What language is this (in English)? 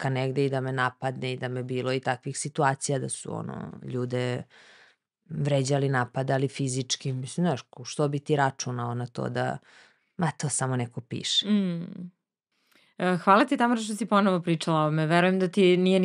Serbian